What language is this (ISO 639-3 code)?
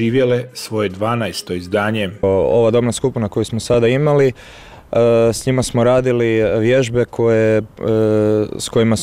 hrv